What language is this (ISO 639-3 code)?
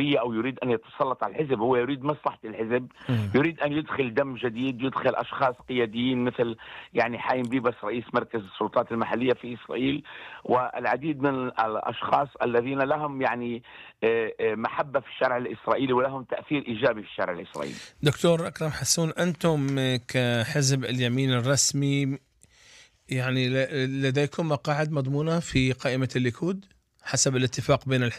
ara